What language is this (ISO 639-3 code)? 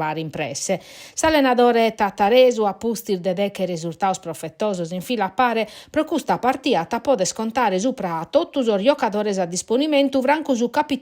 srd